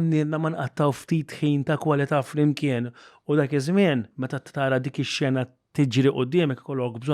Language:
Maltese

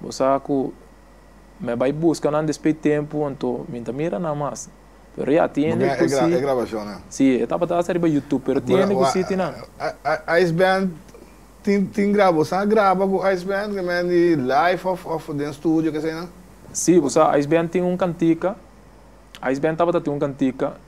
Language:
Papiamento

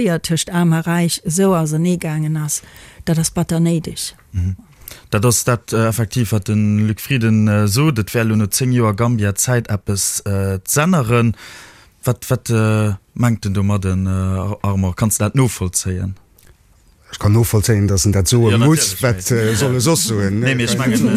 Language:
Luxembourgish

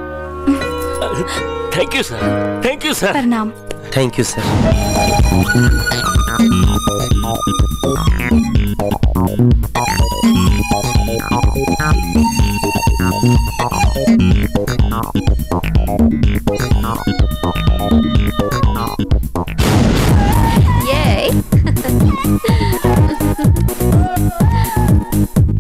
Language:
Bhojpuri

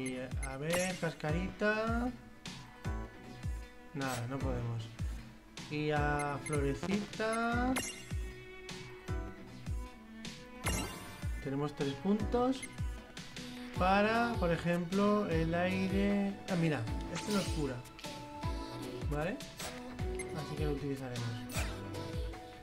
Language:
Spanish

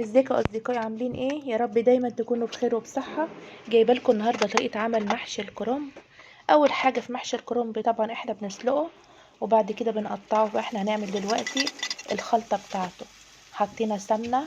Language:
Egyptian Arabic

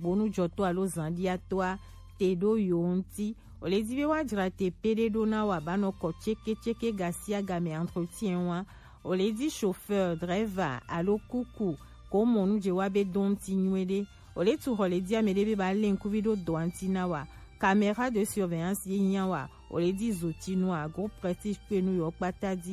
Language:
Gen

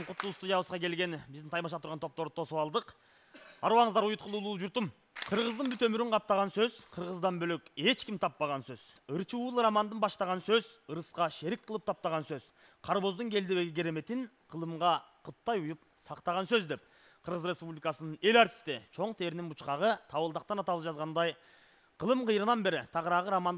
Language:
Kyrgyz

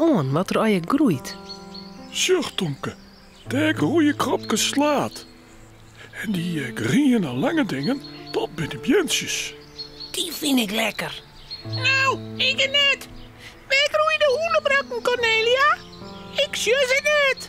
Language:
Western Frisian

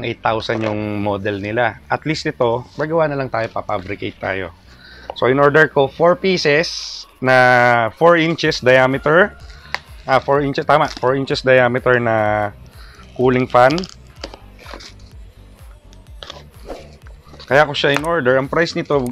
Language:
Filipino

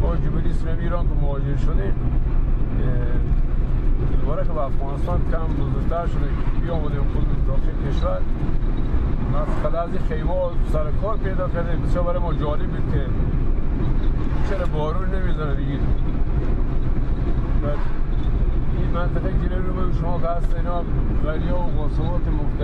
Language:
Persian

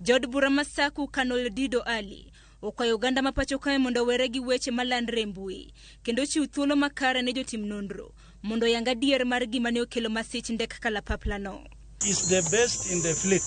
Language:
Luo (Kenya and Tanzania)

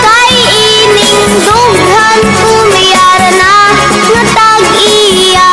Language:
Hiligaynon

